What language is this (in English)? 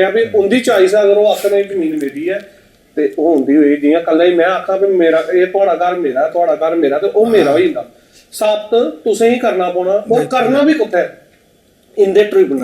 Dogri